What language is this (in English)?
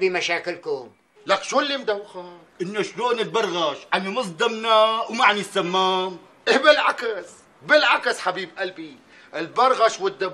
North Levantine Arabic